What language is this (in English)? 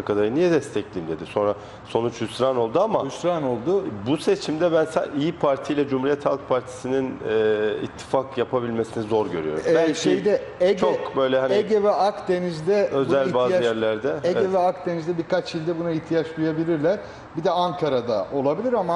Turkish